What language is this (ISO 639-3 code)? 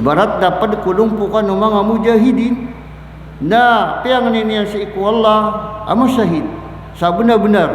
mrw